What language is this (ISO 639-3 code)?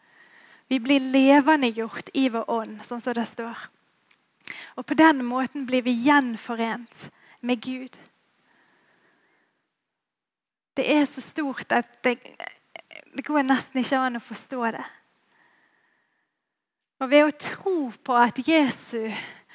nor